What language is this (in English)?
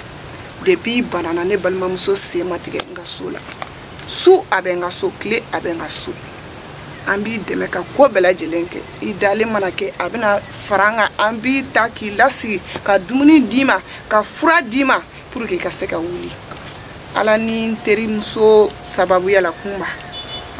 Bambara